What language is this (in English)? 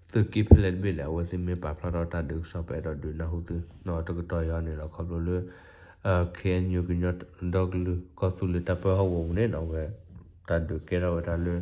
S'gaw Karen